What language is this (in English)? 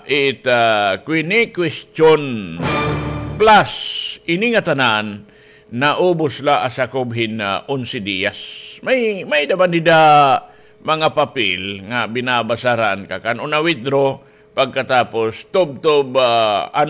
Waray